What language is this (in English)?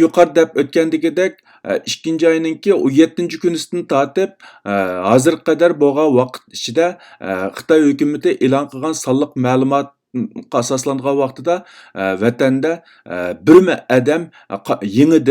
Uyghur